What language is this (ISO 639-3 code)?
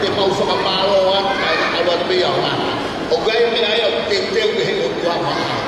ton